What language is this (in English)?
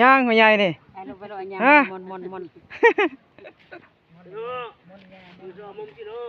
Northeastern Thai